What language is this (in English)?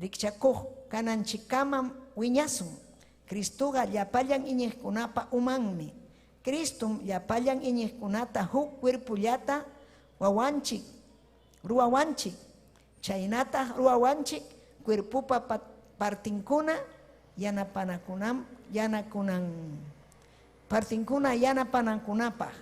Ayacucho Quechua